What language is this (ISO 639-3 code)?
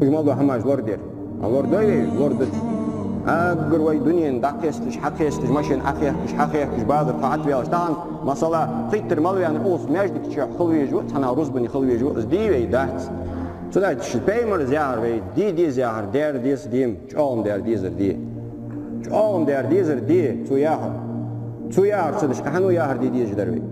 inh